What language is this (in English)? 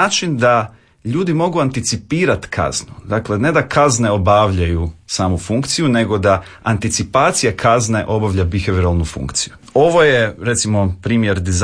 Croatian